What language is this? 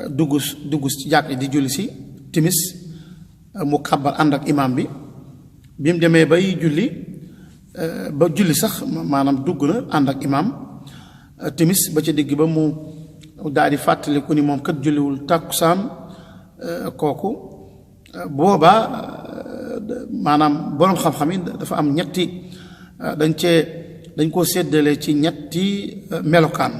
Wolof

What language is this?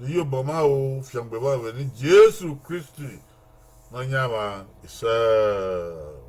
Bini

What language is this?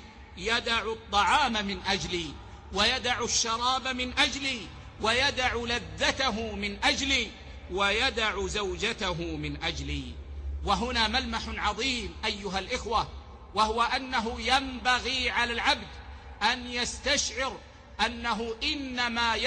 Arabic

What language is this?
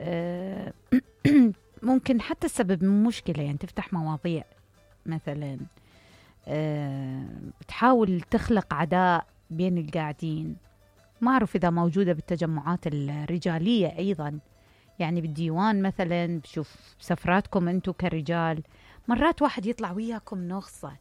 Mesopotamian Arabic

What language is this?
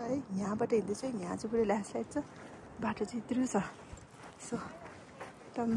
Nepali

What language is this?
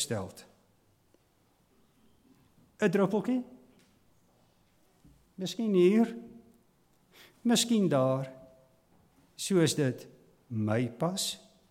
Afrikaans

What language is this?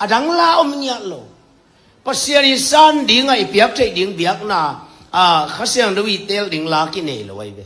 Tedim Chin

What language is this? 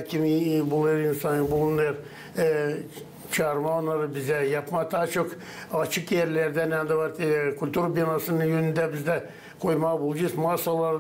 Gagauz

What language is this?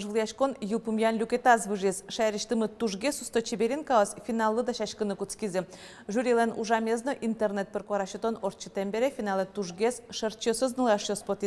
Udmurt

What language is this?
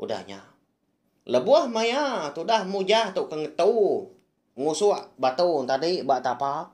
Iban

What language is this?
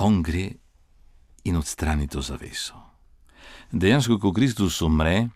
Slovenian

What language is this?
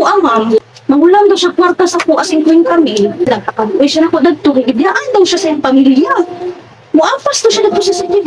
Cebuano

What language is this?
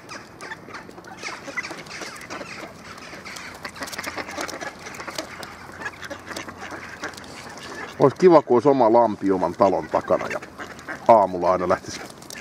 Finnish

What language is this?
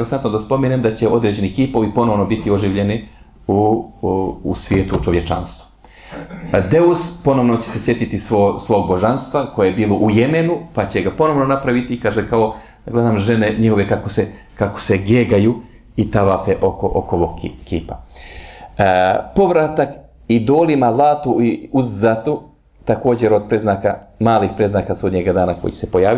Bosnian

